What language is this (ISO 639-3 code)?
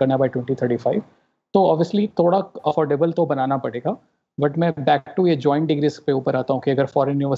hin